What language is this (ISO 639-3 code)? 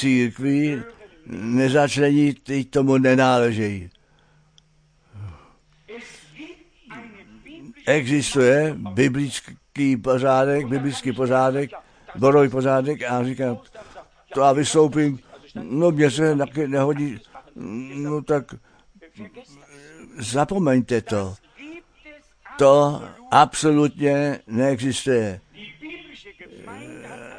ces